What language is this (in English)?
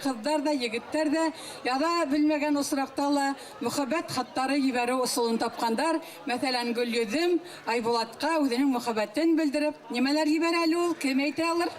Bashkir